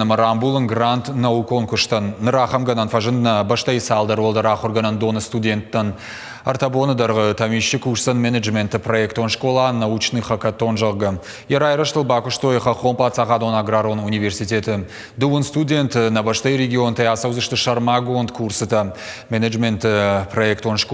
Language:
Ossetic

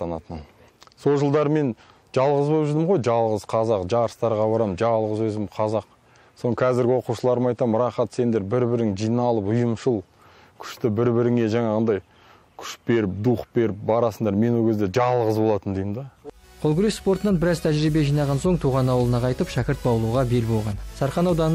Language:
Kazakh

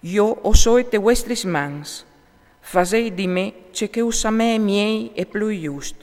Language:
Friulian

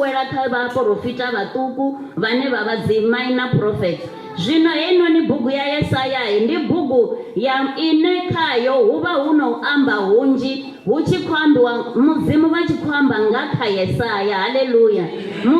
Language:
Venda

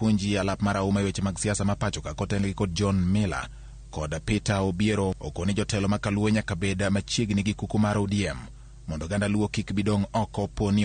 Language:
Luo (Kenya and Tanzania)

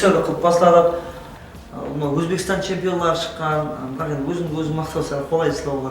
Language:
Kara-Kalpak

